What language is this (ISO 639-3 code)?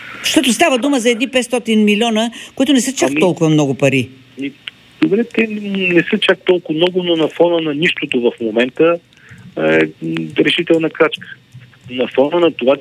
bul